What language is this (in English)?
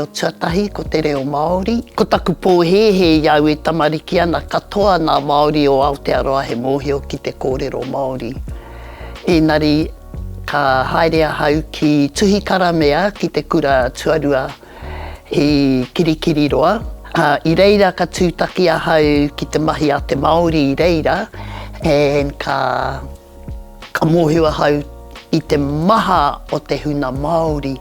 Māori